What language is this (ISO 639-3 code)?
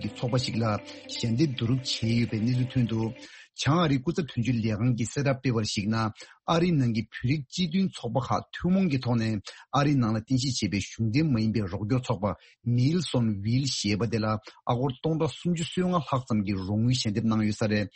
bod